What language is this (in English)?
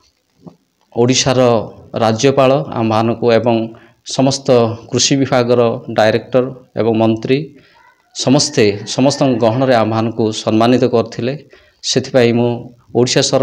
Odia